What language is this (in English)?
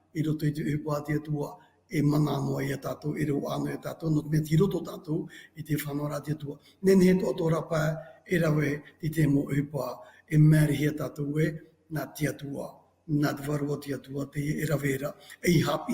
Tahitian